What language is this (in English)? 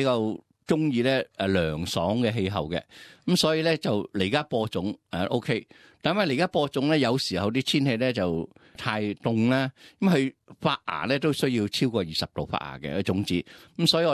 Cantonese